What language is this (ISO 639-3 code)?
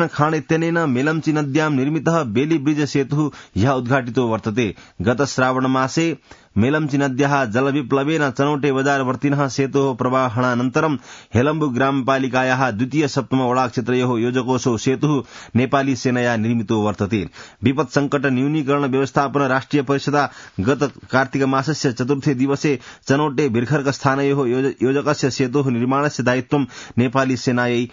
san